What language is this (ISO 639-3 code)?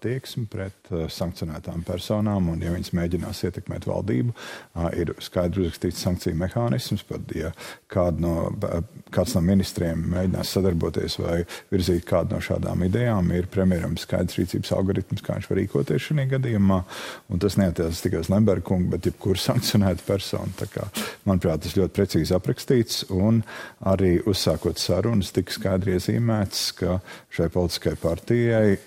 lav